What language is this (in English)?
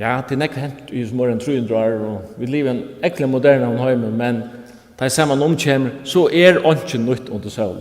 Faroese